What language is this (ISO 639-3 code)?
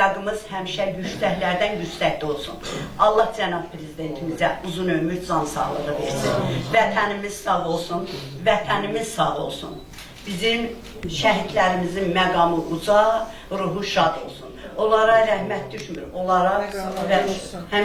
aze